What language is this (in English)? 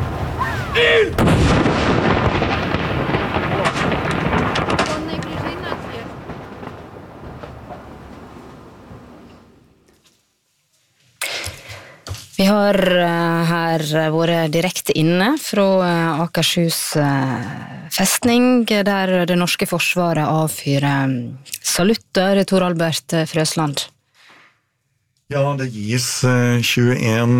Norwegian